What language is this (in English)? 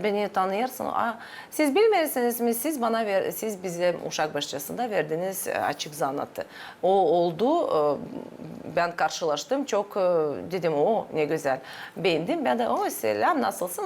Gagauz